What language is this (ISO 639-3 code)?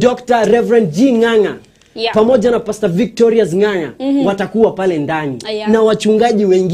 swa